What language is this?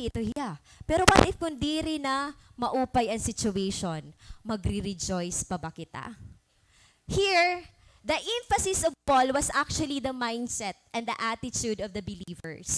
Waray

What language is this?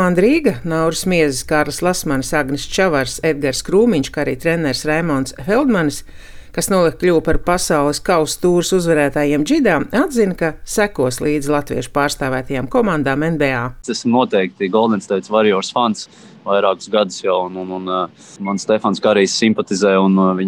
Latvian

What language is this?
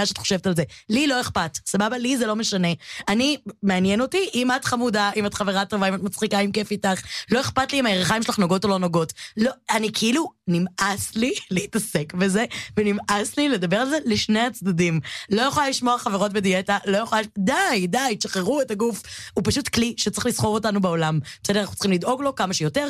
Hebrew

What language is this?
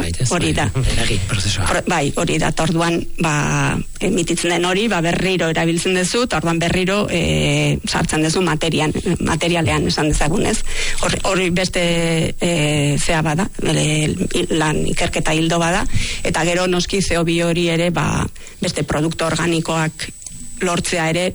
Basque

